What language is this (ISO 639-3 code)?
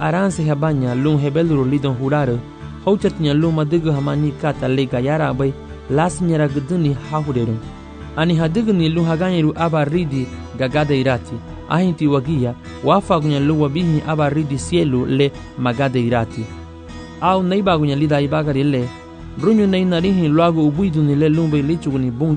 cab